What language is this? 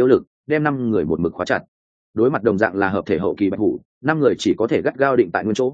Vietnamese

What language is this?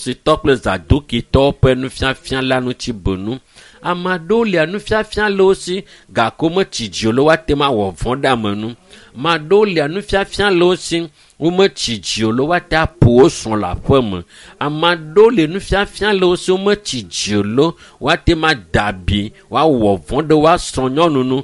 Ewe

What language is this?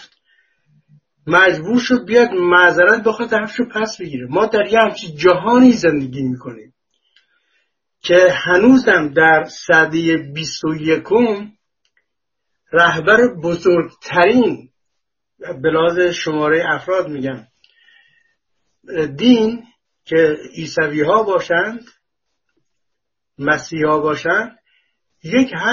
Persian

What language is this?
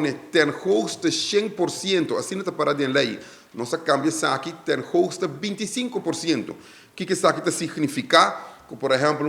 Papiamento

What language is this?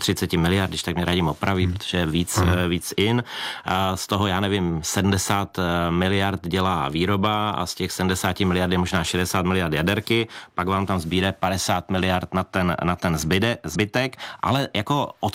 Czech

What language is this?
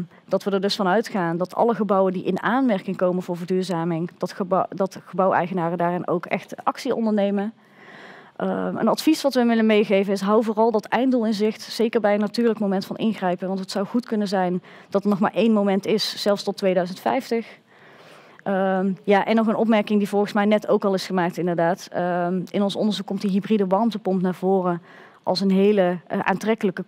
Dutch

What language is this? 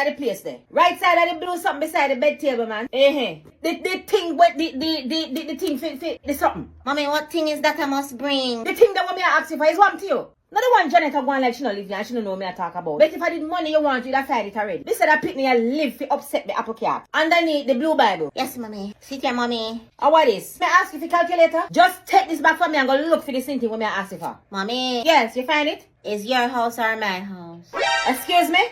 Jamaican Creole English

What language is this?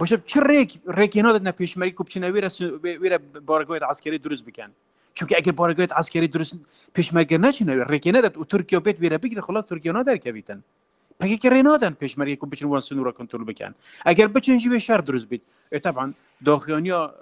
Kurdish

